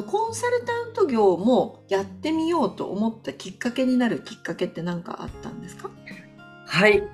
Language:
Japanese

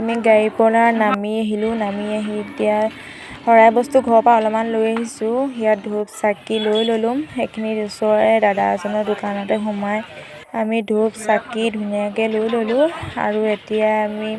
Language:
Assamese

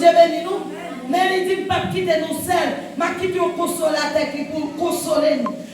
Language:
Haitian Creole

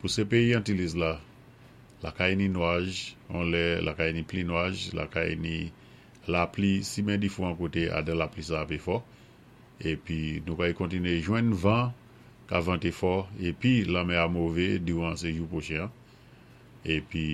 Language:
Saint Lucian Creole French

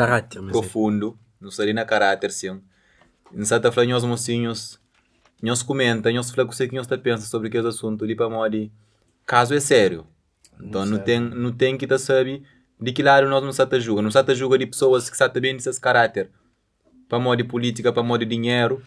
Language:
Kabuverdianu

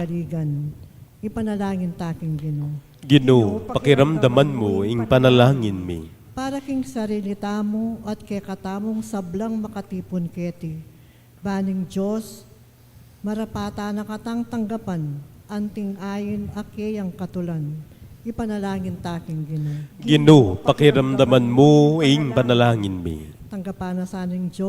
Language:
Pampanga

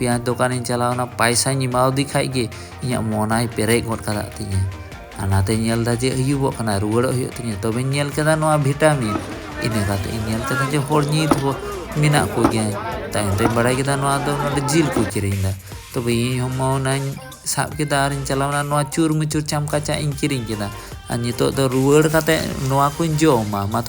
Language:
Santali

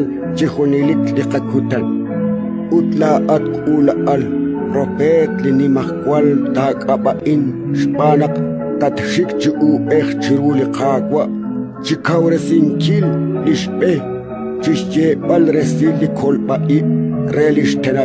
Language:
Kekchí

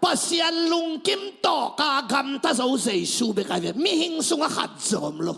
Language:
Tedim Chin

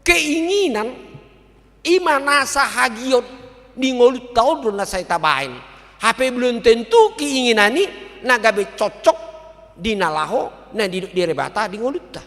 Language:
Batak Toba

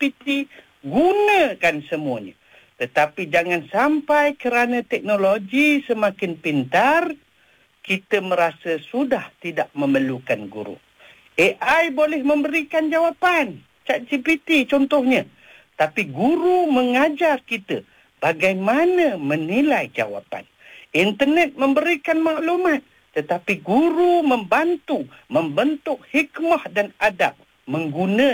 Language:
Malay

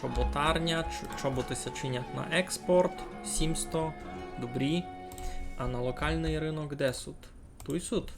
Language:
Rusyn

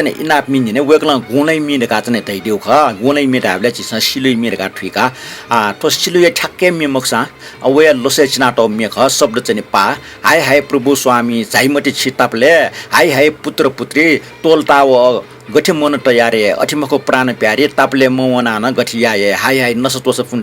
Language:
Newari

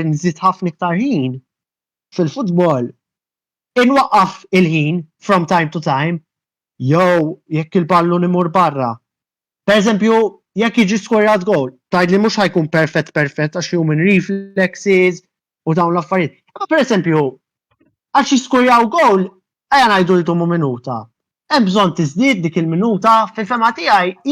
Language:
Maltese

